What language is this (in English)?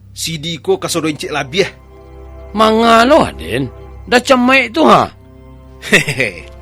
Minangkabau